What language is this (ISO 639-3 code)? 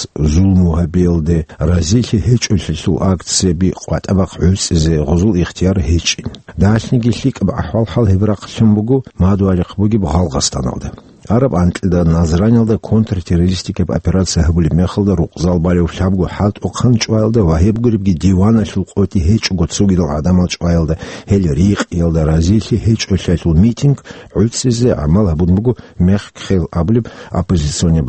ava